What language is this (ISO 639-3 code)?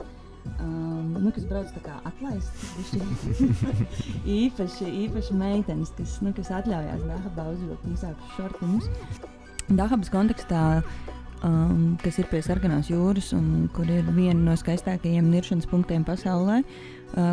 lav